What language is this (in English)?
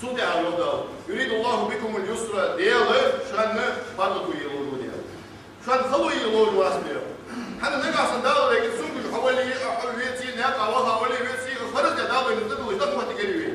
Ingush